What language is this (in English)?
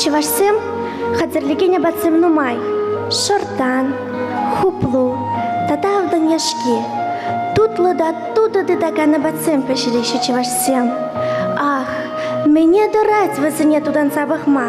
Chuvash